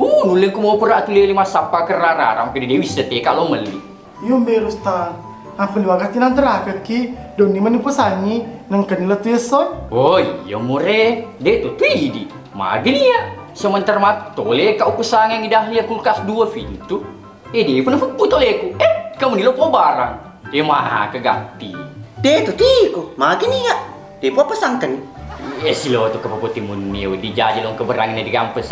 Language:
Buginese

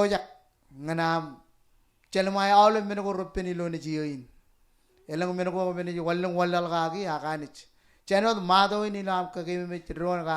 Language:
Marshallese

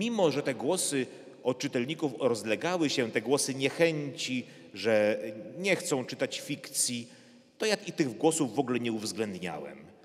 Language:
Polish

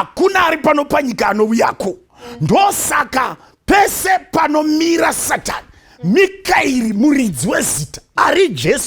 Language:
Shona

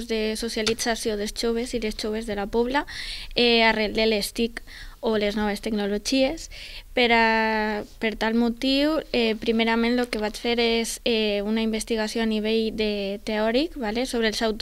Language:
Catalan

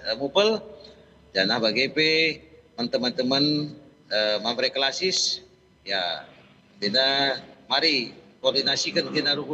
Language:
Batak Karo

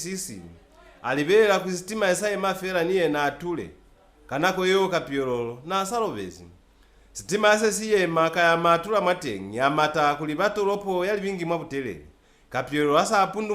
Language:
Lozi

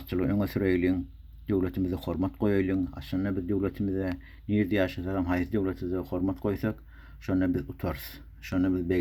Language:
Turkmen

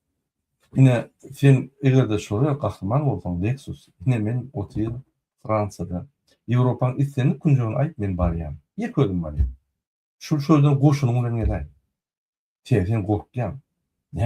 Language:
Turkmen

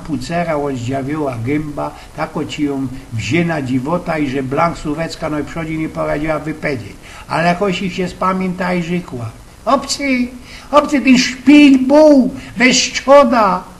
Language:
Silesian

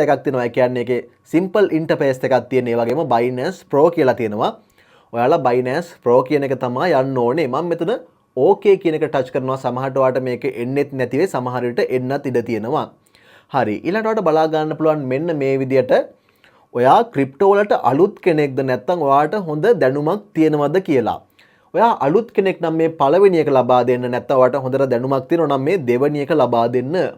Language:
Sinhala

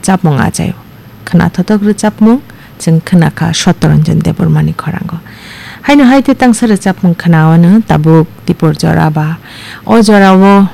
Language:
Kok Borok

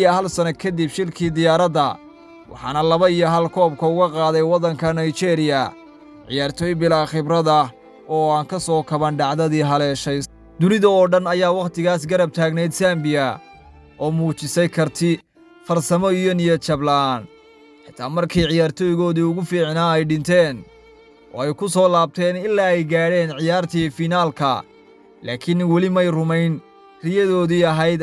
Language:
Somali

